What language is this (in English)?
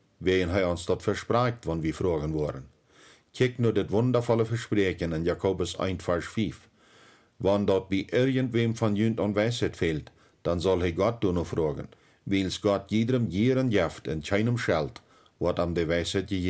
Plautdietsch